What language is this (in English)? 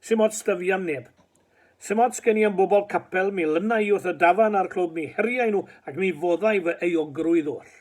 Welsh